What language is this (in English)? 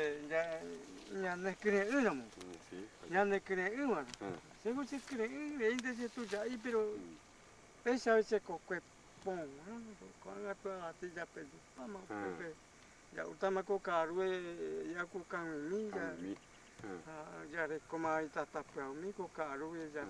Guarani